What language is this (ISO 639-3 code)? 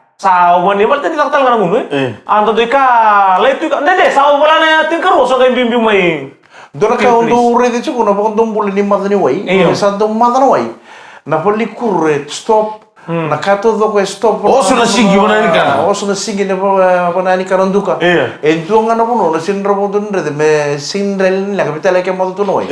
fij